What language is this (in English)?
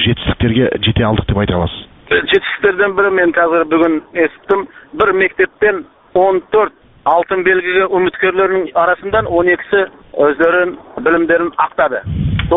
Kazakh